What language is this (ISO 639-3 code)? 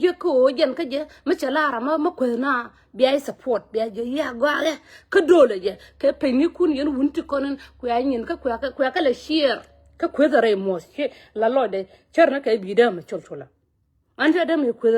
nus